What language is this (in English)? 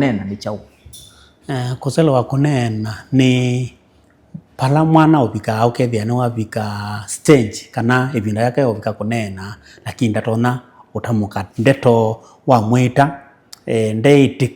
Kamba